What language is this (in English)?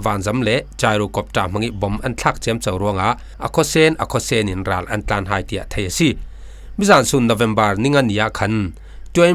Falam Chin